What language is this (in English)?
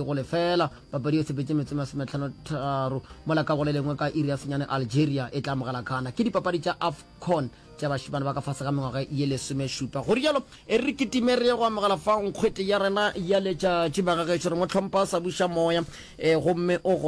Northern Sotho